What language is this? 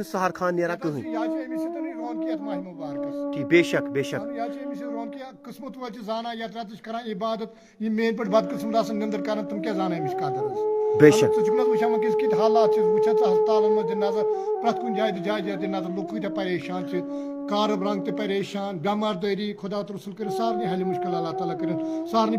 Kashmiri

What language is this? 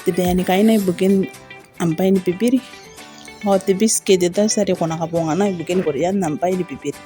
Gilbertese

